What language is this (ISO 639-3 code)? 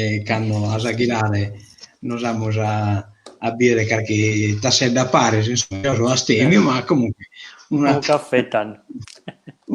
srd